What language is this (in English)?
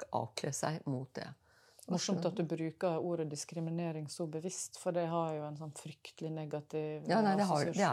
Norwegian